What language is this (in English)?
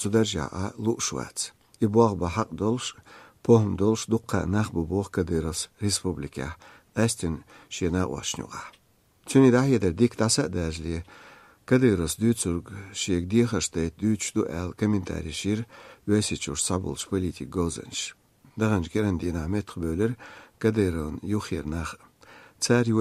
Chechen